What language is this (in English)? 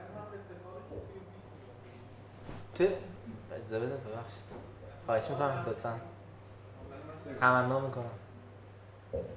Persian